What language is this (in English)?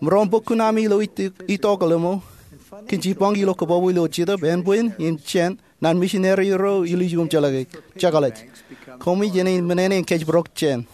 Marshallese